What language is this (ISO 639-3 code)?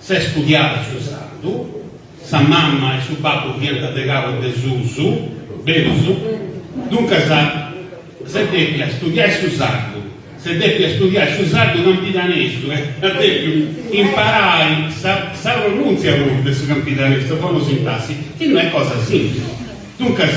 srd